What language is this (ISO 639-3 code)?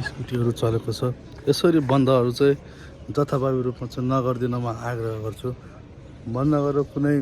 nep